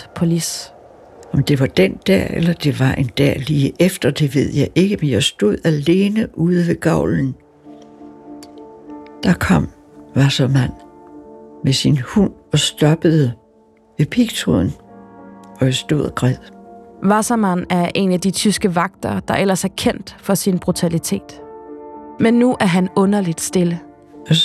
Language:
Danish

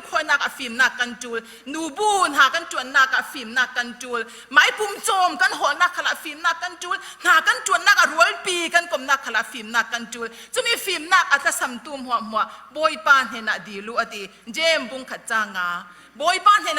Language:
Falam Chin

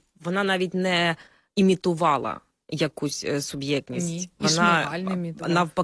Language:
Ukrainian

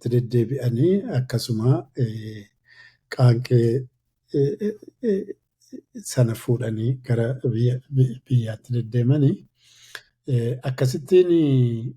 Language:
Oromo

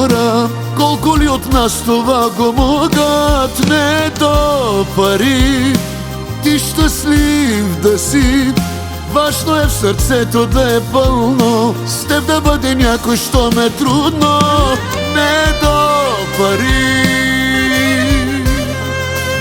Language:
Bulgarian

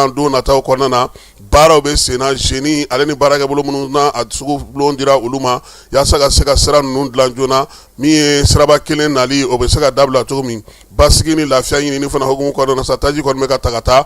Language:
Bambara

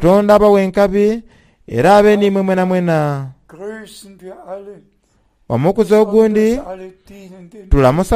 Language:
Soga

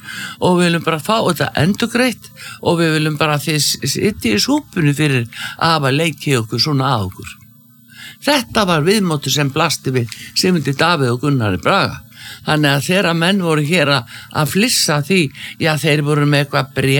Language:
Icelandic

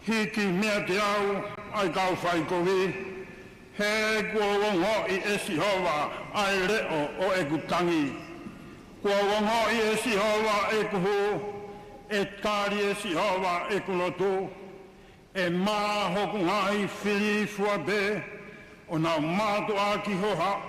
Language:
Tongan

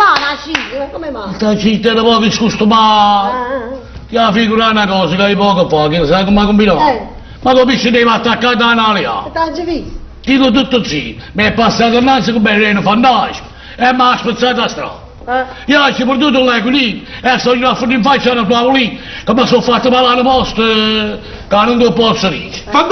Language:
Neapolitan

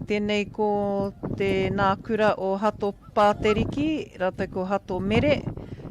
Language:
Māori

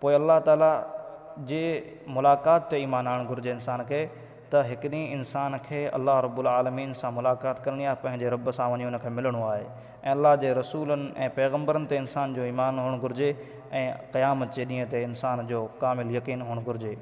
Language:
Sindhi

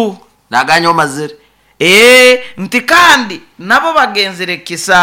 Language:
Nyoro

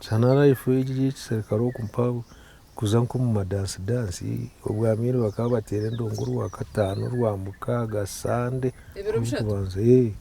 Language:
Nyankole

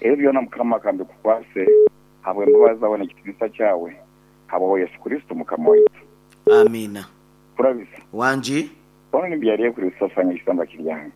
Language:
Nyoro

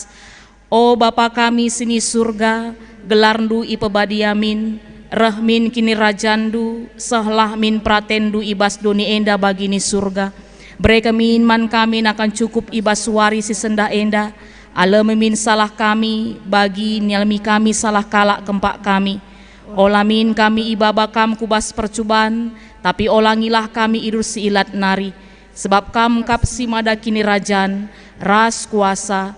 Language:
Batak Karo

